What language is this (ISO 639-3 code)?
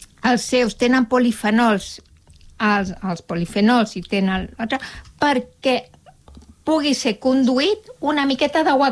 cat